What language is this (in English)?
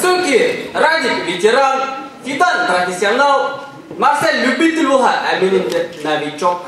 Bashkir